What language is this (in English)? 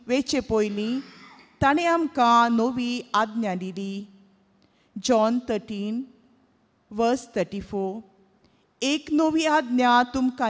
Konkani